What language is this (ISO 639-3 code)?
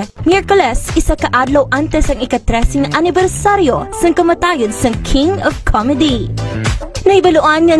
hil